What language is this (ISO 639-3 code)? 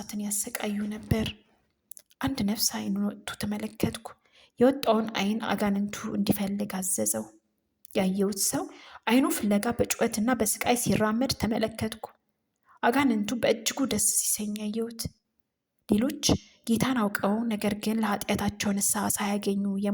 amh